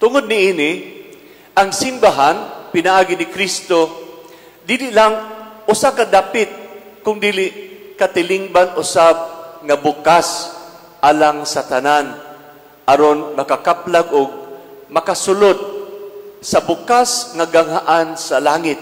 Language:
Cebuano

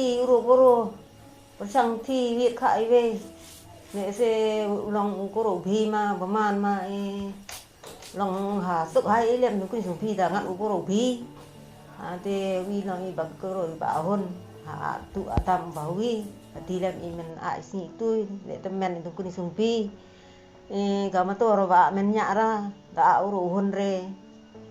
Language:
Khasi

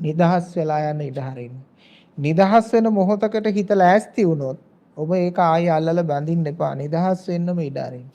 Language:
Sinhala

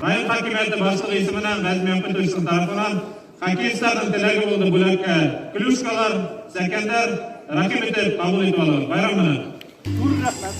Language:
Bashkir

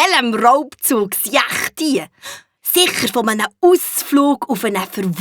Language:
Swiss German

